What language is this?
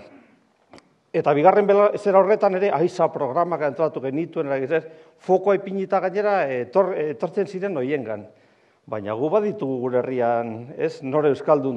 Basque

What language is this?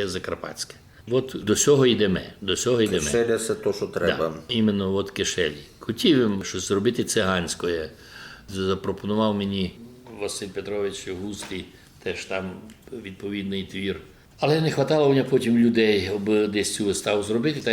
Rusyn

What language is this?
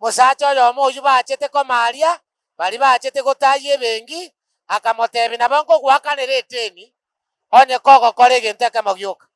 Gusii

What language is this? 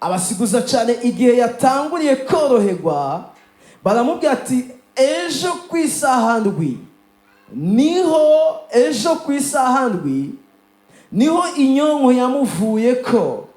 Rundi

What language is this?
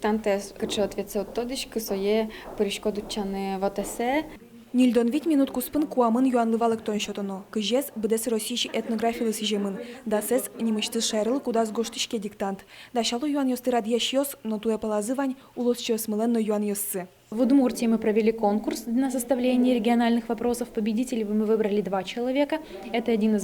Udmurt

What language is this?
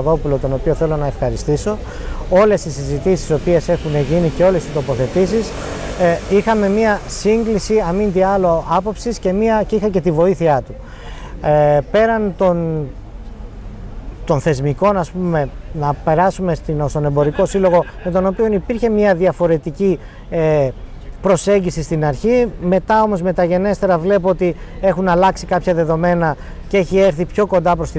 Greek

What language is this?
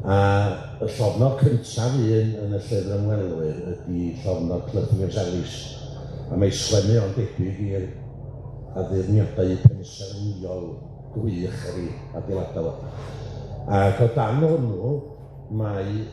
Welsh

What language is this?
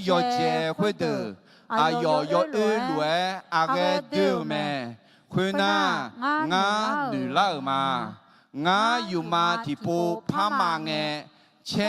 Akha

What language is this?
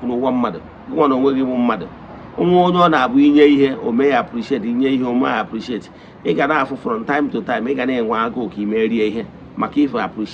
Igbo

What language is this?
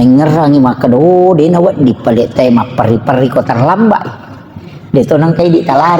Buginese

